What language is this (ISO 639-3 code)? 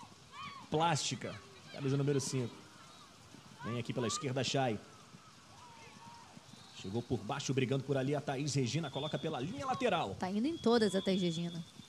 por